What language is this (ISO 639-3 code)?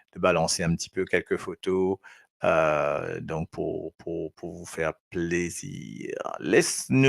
mfe